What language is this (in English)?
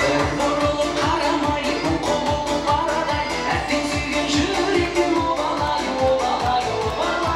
Kara-Kalpak